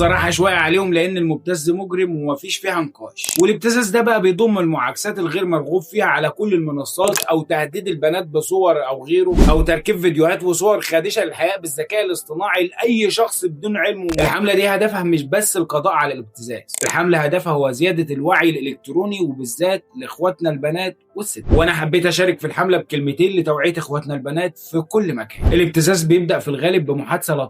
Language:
Egyptian Arabic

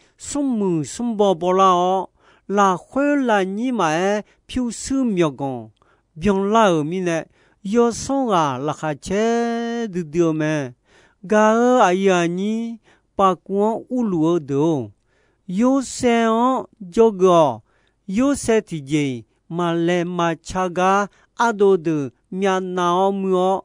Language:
Akha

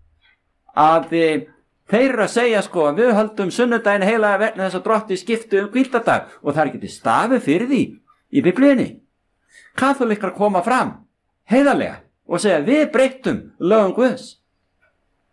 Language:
Icelandic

